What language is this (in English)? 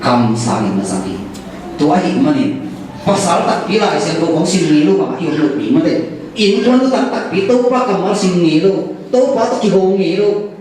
Tedim Chin